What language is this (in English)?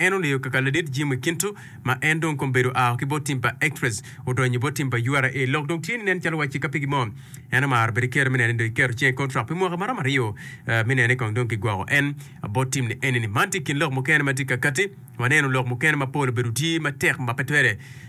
Acoli